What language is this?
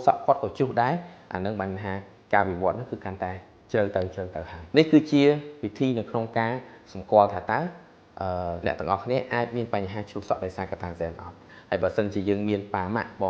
Khmer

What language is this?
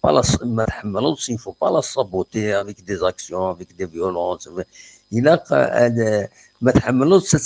Kabyle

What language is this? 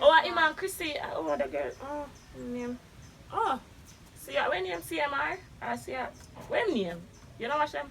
Jamaican Creole English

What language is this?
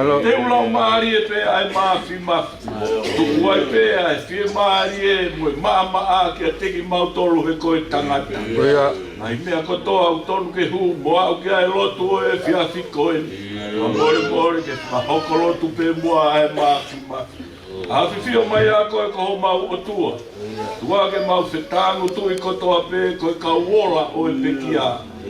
Tongan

